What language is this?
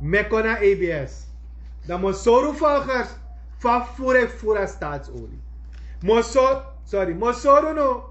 Sranan Tongo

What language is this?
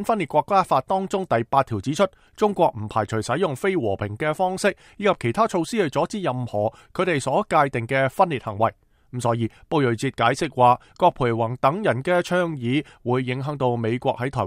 Cantonese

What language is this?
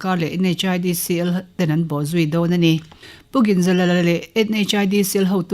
Mizo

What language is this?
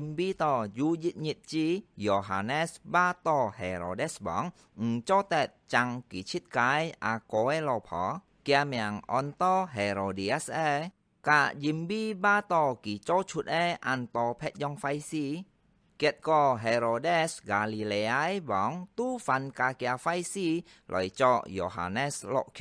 Hakka Chinese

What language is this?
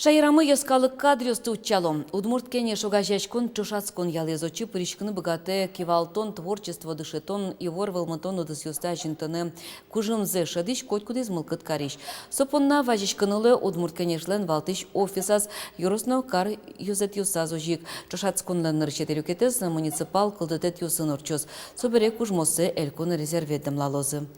Udmurt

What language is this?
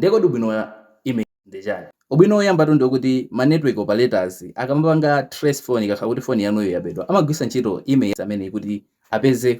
Nyanja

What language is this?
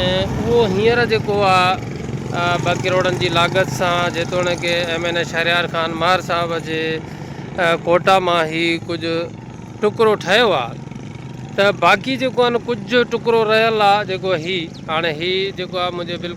Sindhi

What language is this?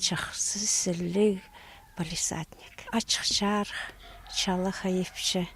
Khakas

